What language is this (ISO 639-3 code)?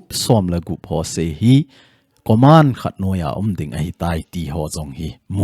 tcz